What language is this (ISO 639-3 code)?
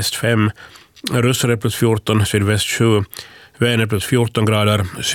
swe